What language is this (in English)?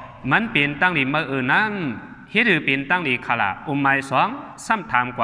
Shan